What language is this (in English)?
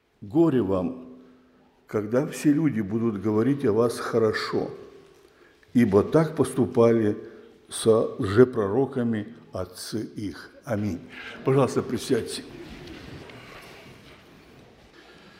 Russian